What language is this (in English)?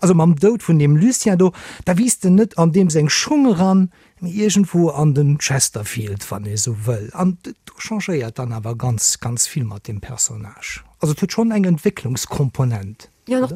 Luxembourgish